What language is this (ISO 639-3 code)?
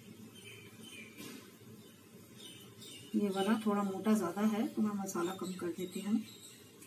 hin